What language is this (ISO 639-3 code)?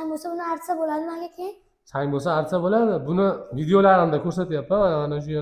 uzb